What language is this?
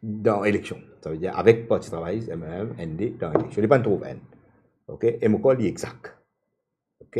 Morisyen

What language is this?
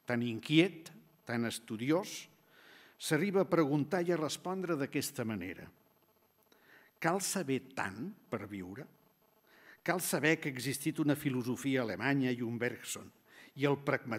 Catalan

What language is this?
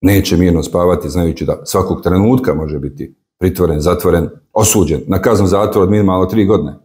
Bosnian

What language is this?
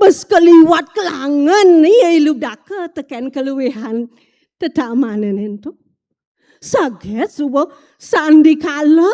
Balinese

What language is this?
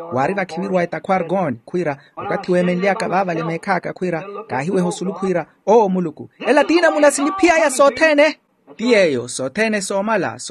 Makhuwa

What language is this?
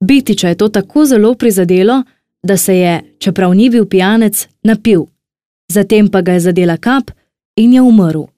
Slovenian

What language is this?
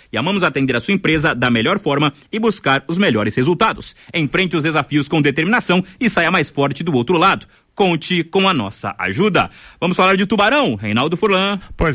Portuguese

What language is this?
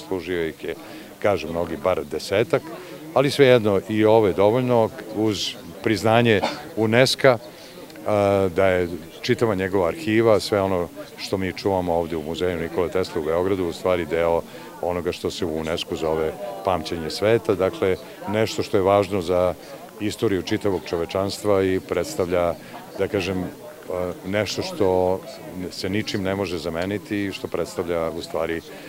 Serbian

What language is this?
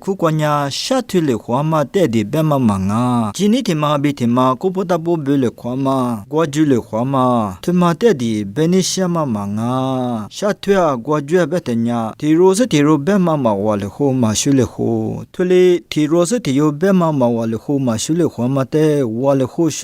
Lisu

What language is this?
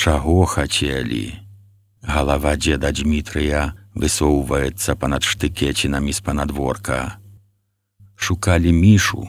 Belarusian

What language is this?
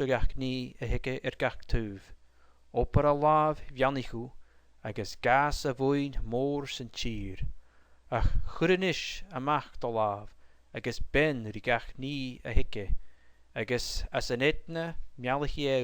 Scottish Gaelic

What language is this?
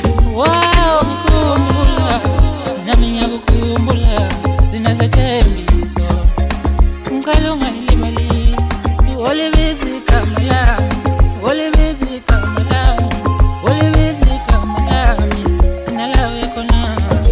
Zulu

